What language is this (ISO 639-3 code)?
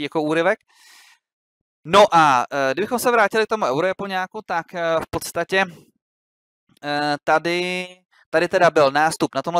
ces